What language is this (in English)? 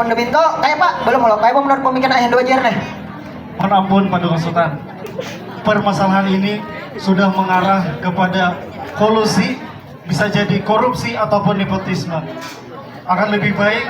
Banjar